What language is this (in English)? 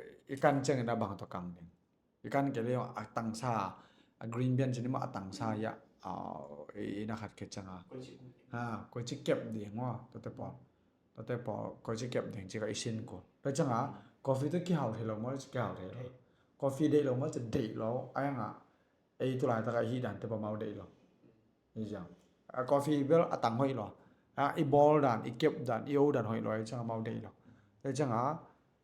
Tedim Chin